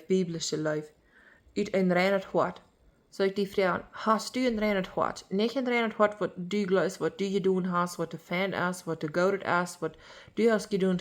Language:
Plautdietsch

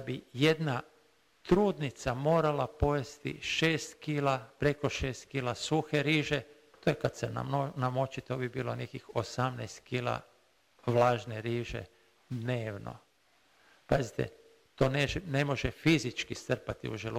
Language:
Croatian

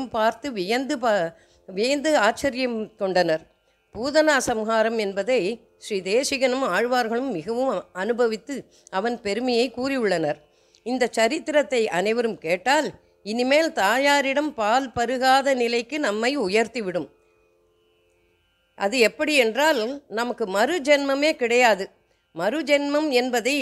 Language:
Tamil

